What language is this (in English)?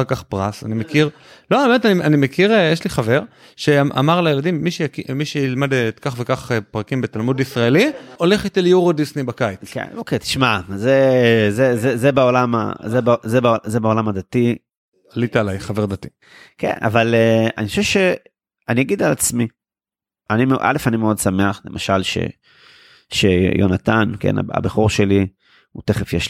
Hebrew